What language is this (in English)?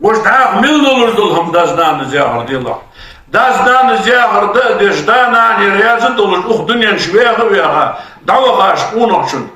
Ingush